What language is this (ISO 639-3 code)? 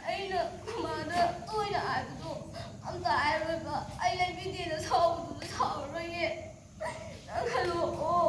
mni